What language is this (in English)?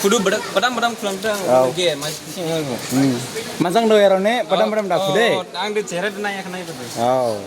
Dimasa